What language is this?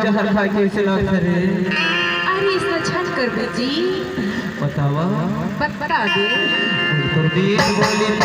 Chhattisgarhi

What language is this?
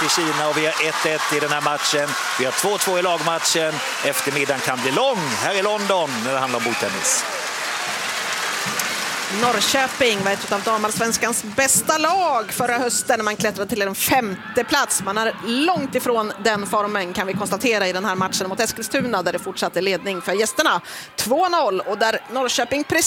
Swedish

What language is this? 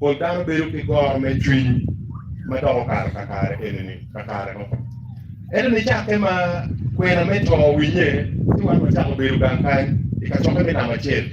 Acoli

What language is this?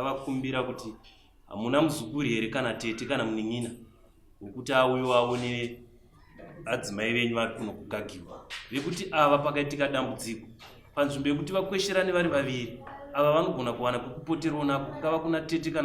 Shona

